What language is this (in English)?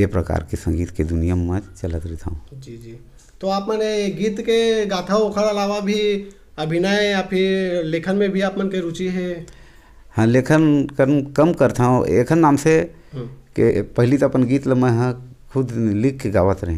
Chhattisgarhi